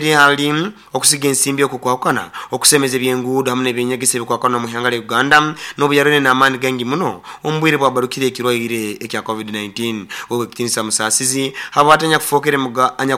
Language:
Nyoro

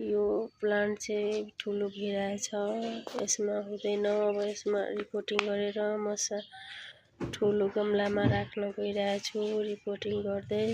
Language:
Nepali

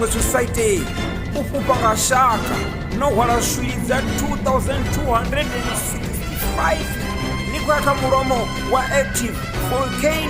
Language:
Venda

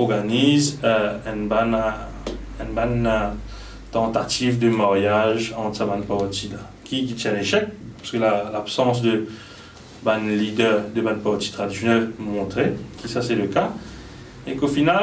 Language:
Morisyen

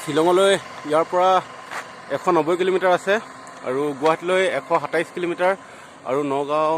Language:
Assamese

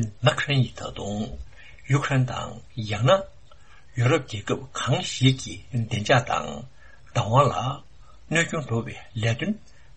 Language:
Tibetan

